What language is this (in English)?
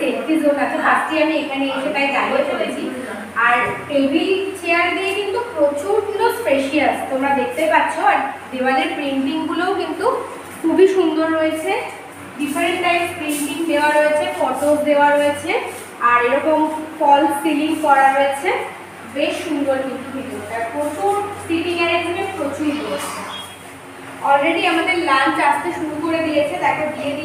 Bangla